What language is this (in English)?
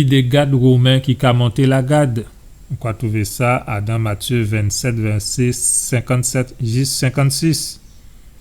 Guadeloupean Creole French